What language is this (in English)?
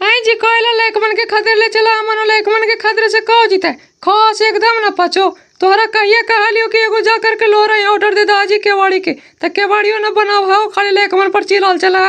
Magahi